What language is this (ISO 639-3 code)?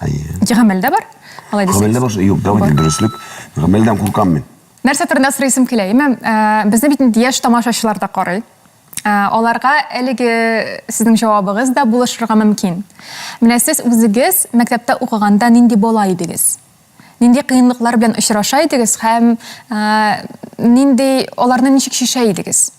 tat